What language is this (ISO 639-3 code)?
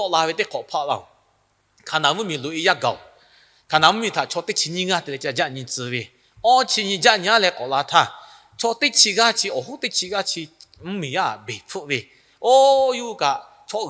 lhu